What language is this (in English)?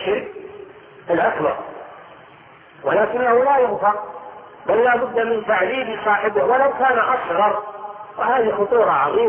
Arabic